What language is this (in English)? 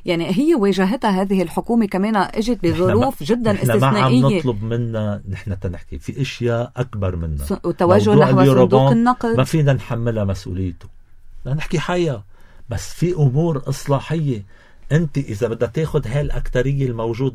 North Levantine Arabic